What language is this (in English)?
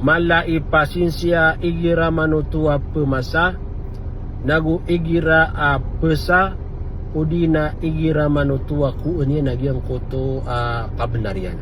Maranao